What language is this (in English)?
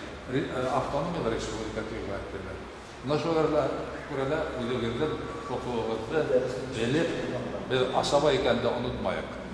Bashkir